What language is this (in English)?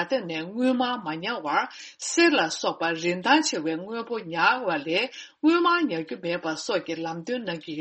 Tibetan